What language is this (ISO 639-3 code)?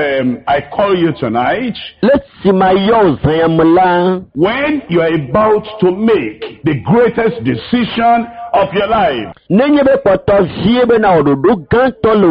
ewe